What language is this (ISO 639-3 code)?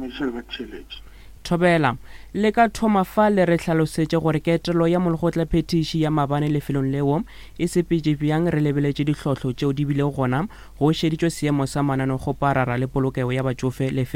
nso